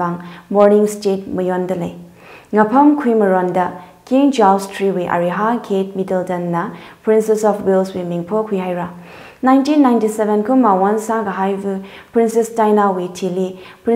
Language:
Tangkhul Naga (India)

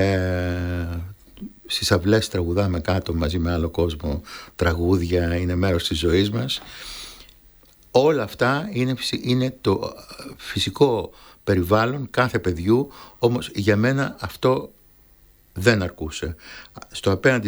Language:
Greek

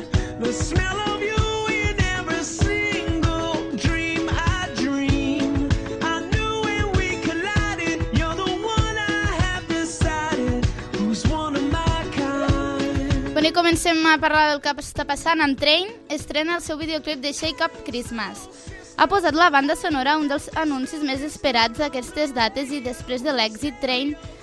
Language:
Catalan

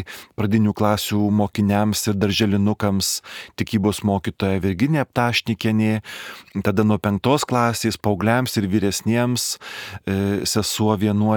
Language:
Lithuanian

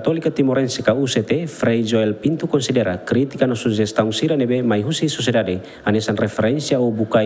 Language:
Tetum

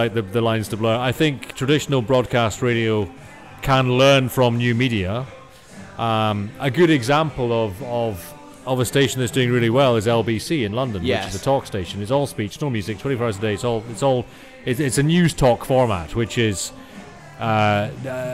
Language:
English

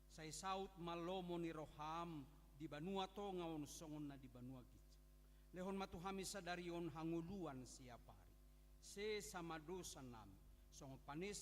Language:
Batak Toba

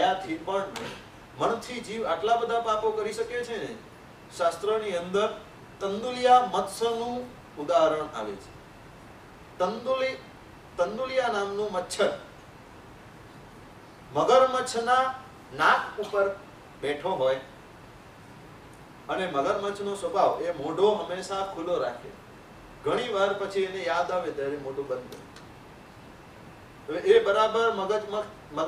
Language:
Gujarati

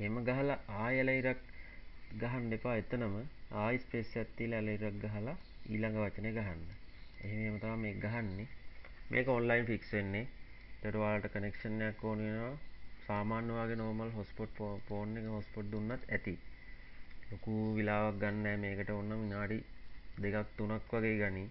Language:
Sinhala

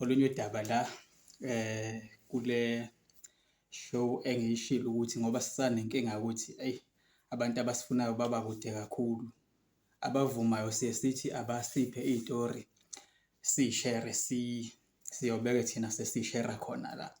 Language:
Zulu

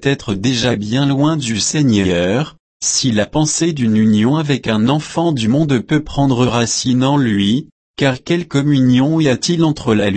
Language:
French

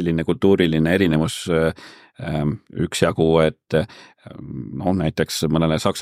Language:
Estonian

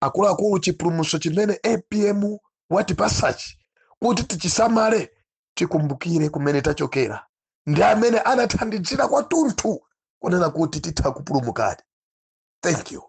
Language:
Nyanja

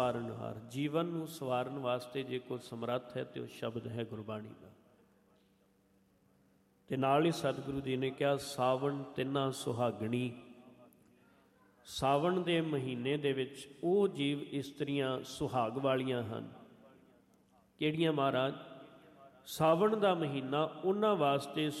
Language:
Punjabi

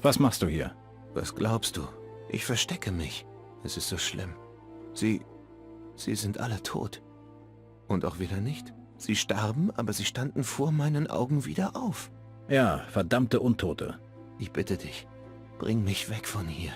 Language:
Bavarian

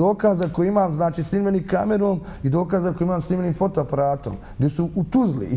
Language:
Bosnian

